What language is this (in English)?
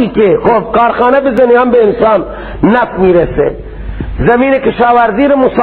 Persian